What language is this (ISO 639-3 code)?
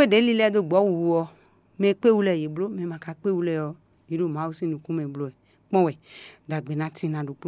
fon